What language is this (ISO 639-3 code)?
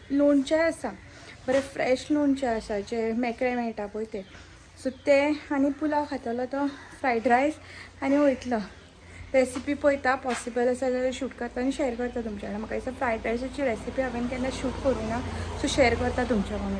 kok